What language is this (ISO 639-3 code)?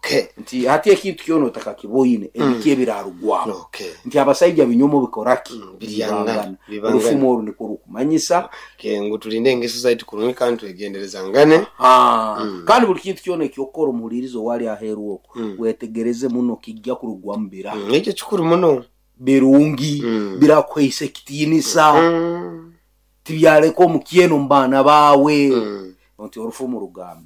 nyo